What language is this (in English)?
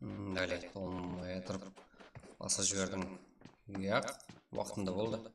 Kara-Kalpak